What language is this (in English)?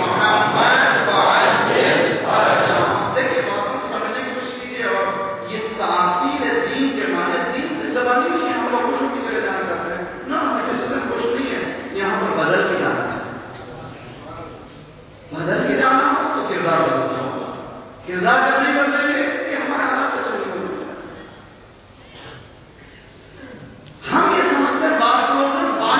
Urdu